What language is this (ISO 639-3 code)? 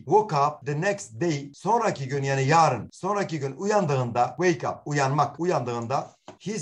tur